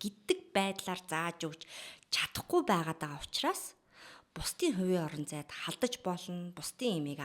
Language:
Mongolian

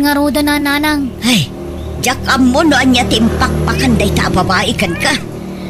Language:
Iloko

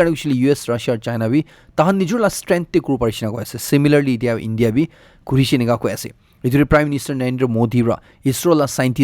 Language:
Naga Pidgin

